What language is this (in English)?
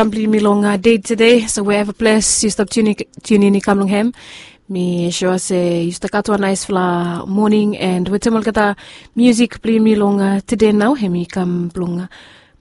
Bislama